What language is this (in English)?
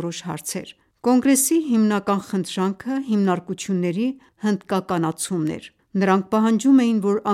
Armenian